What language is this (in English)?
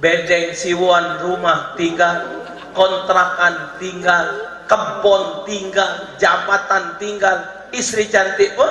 Musi